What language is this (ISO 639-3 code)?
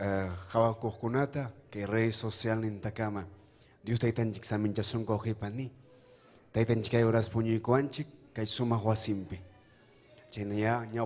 quy